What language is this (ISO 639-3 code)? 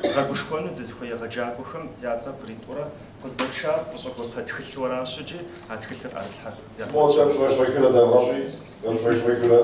kbd